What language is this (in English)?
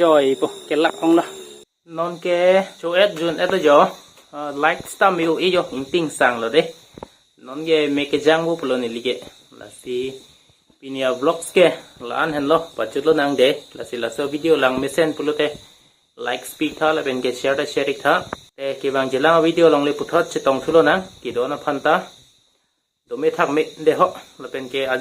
Karbi